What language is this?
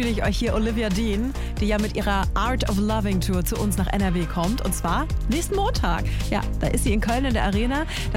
German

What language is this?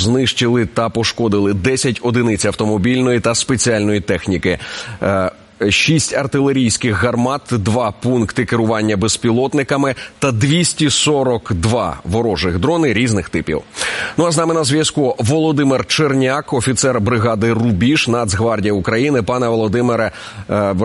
Ukrainian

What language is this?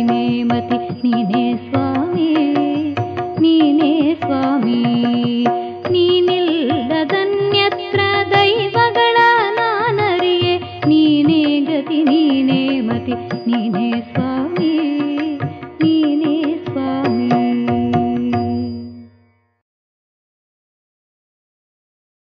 Kannada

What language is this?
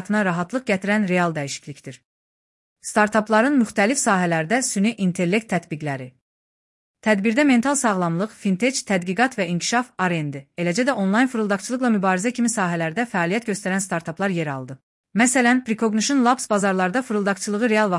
Azerbaijani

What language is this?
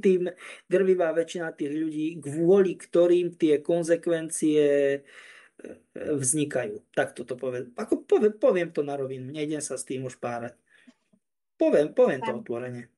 Slovak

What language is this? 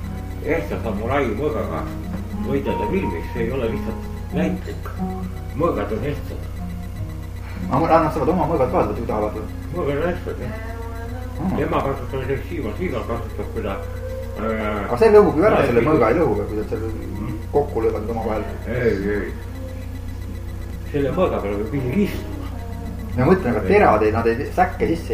Estonian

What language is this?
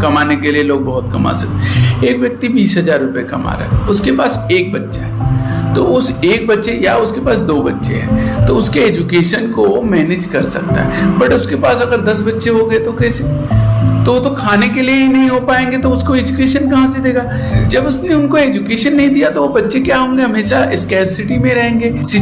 Hindi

